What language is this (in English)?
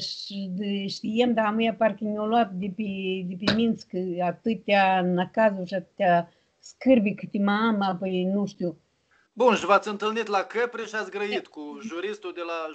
Romanian